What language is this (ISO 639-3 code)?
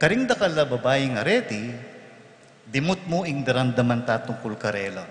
pam